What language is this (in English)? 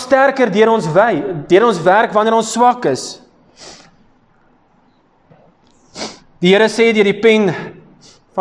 Afrikaans